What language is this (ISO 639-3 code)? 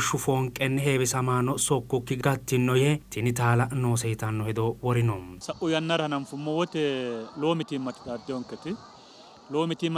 sid